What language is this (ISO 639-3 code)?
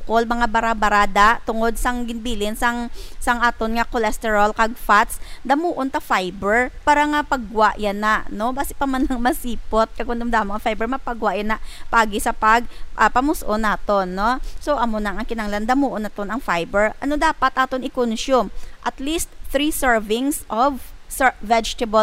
hil